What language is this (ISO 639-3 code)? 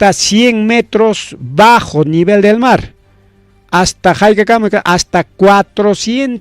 quy